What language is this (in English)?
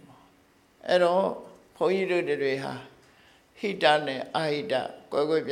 Burmese